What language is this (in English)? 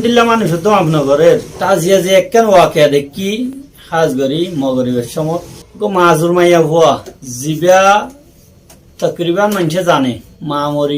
Rohingya